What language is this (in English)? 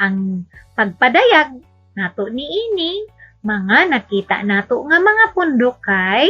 Cebuano